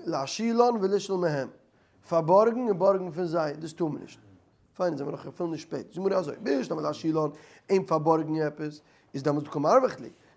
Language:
Yiddish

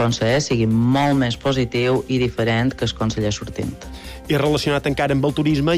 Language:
Catalan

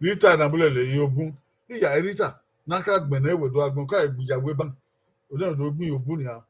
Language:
Bini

